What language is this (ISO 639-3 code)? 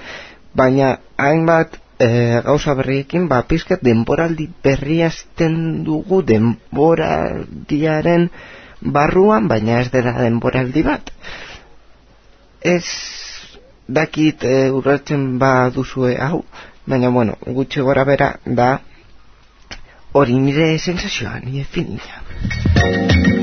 eus